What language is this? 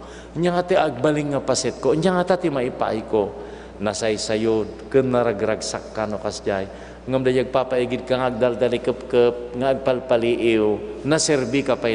Iloko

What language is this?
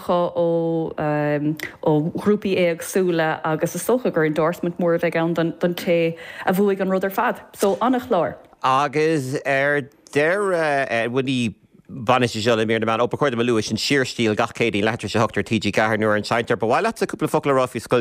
Irish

